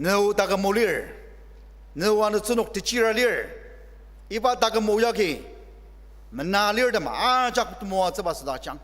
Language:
Ao Naga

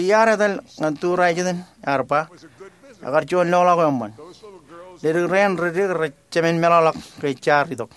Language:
Marshallese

